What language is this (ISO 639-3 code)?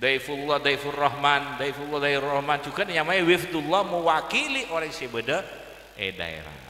mad